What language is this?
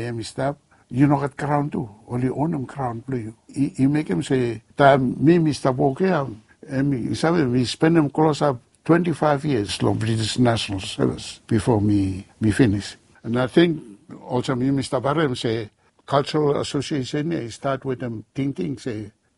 Bislama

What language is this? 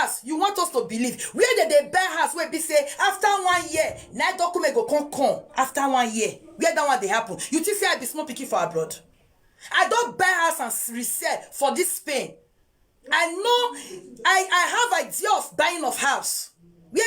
Nigerian Pidgin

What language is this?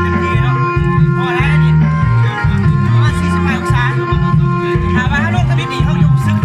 Lao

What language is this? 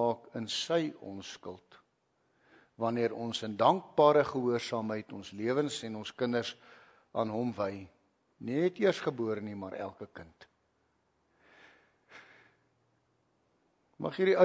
Afrikaans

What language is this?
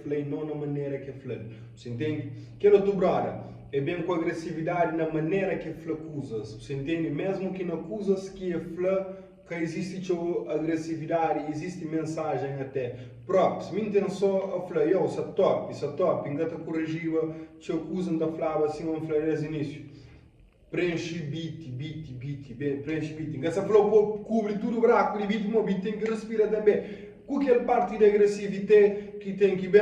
Kabuverdianu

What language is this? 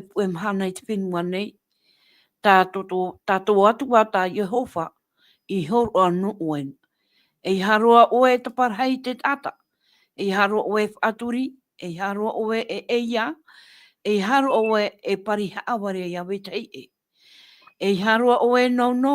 Tahitian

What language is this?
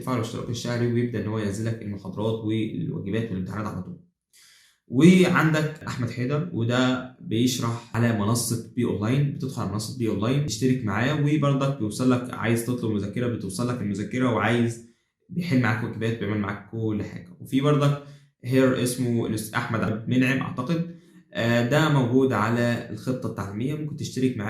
Egyptian Arabic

